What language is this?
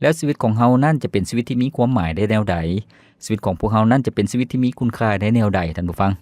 Lao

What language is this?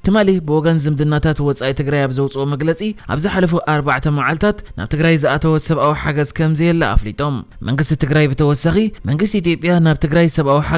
Tigrinya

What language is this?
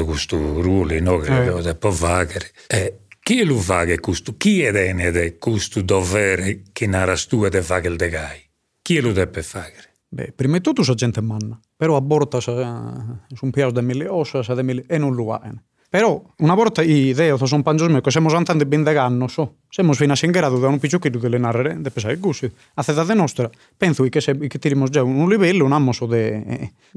Sardinian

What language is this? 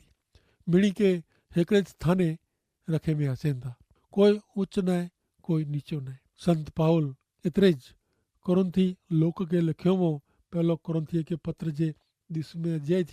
Kachhi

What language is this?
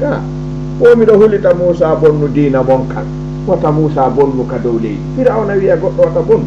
Fula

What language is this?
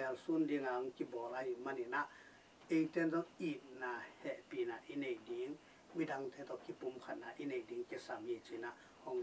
Tedim Chin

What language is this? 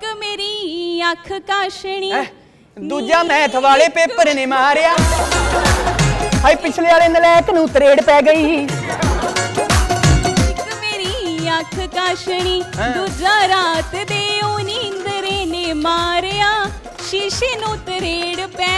Punjabi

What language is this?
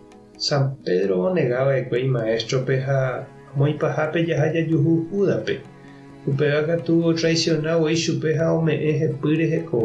Guarani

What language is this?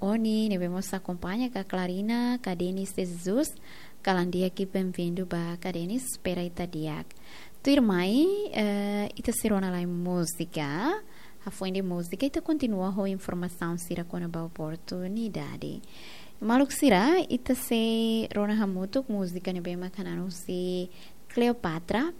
Tetum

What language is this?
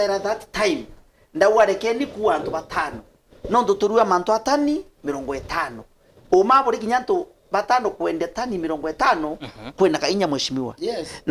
Meru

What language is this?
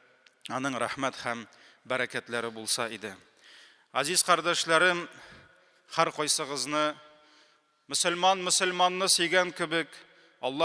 Tatar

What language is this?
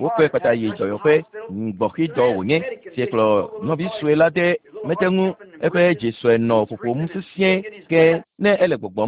Ewe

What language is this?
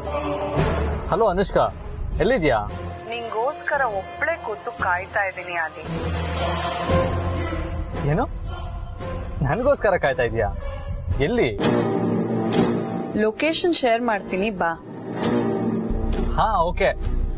Kannada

